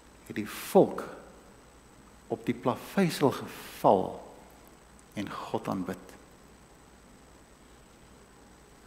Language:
Afrikaans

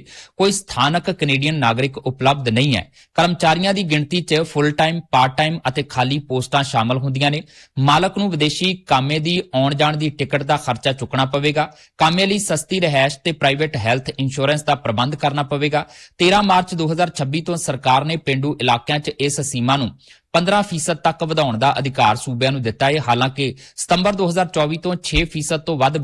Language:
Punjabi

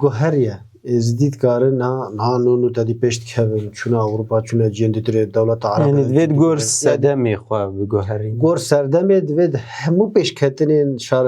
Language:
Kurdish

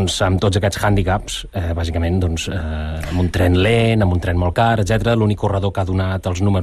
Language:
Catalan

